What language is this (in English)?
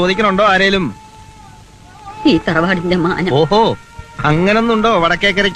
Malayalam